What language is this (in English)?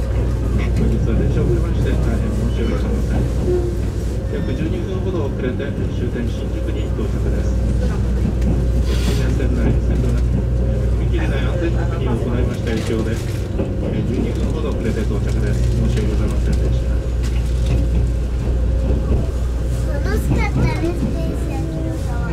Japanese